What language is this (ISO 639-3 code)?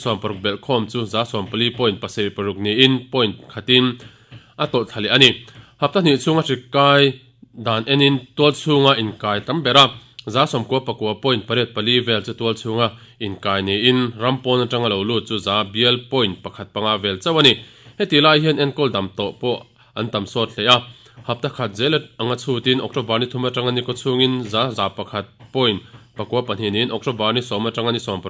lus